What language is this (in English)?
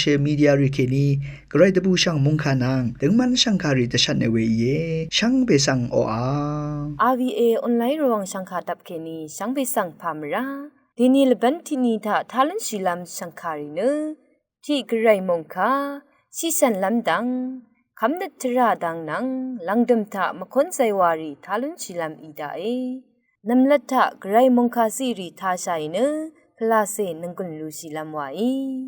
Rawang